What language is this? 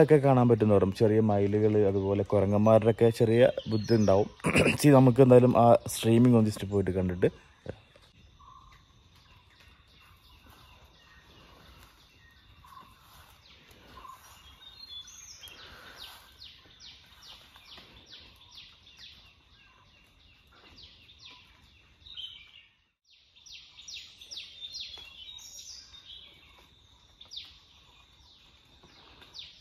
Malayalam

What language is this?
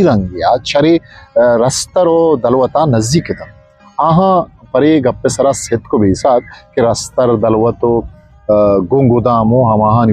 Eastern Balochi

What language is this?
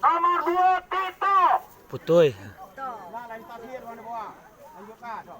Minangkabau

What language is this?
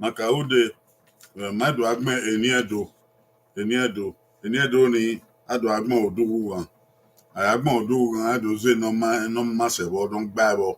Bini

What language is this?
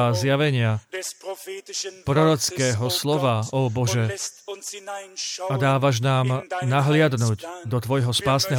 Slovak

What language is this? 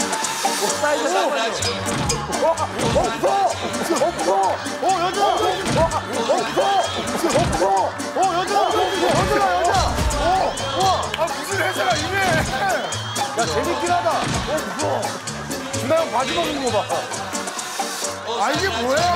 Korean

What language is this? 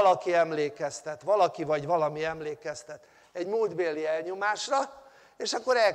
Hungarian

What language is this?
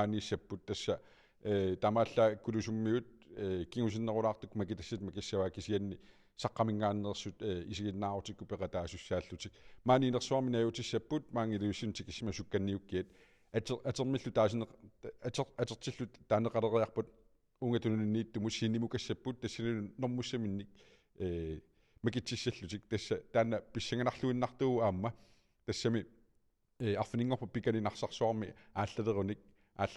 Kalaallisut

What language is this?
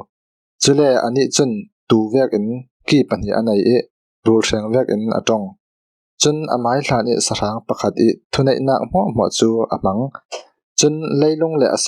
Falam Chin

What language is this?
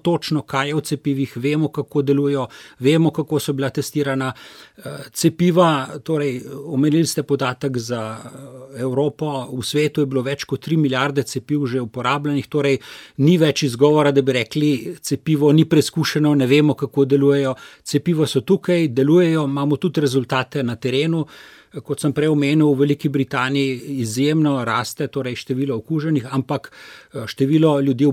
Slovenian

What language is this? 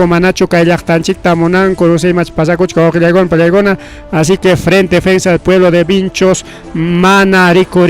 Ayacucho Quechua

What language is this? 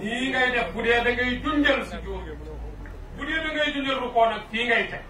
Wolof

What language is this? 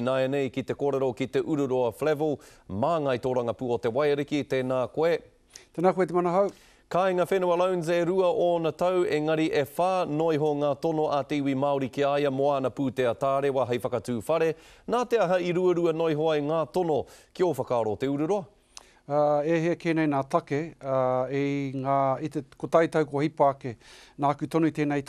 Māori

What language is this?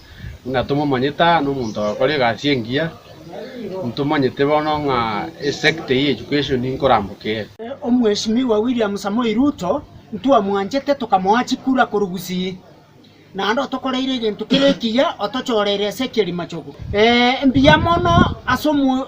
Gusii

